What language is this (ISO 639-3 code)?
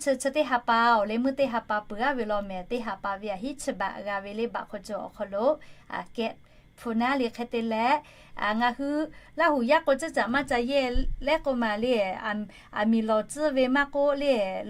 lhu